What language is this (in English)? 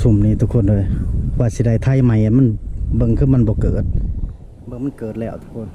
Northeastern Thai